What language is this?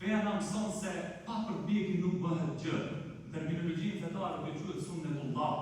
Albanian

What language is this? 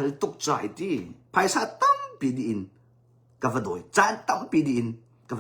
Hakha Chin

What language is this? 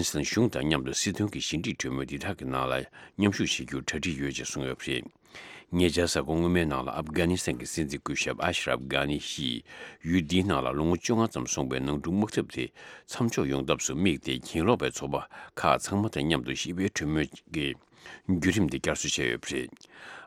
Tibetan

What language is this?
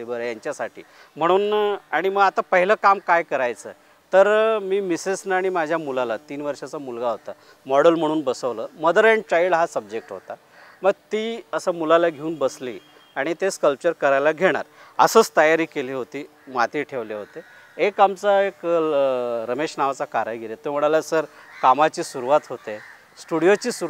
Marathi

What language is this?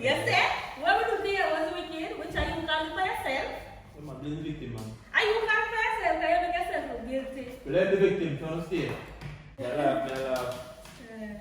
Jamaican Creole English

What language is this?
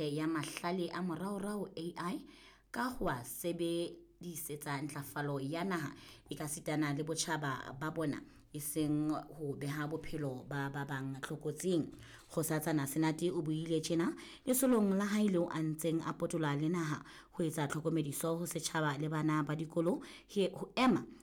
Southern Sotho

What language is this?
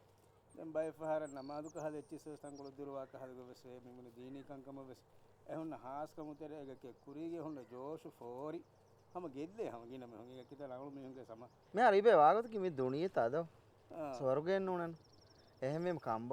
Divehi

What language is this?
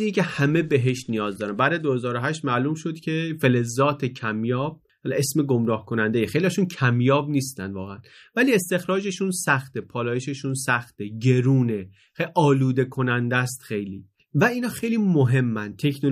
Persian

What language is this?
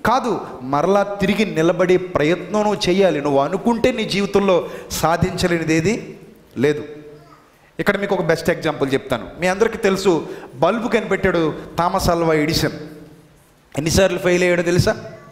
Telugu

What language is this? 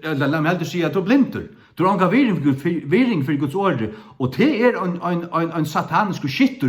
Faroese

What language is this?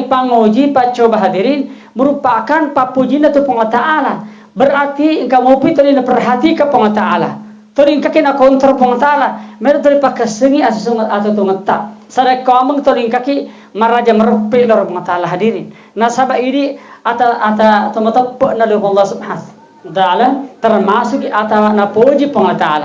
Buginese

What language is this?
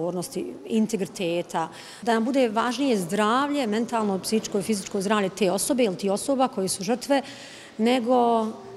Bosnian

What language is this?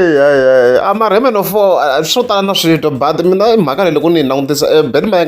Tsonga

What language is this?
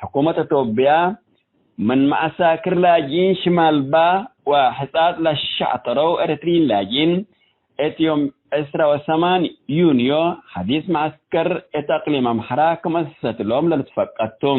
Tigre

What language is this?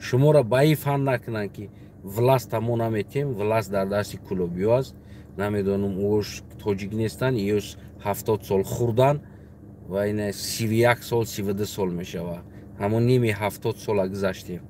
Tajik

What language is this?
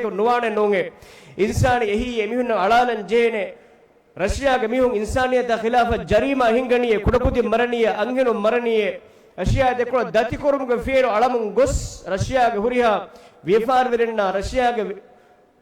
Divehi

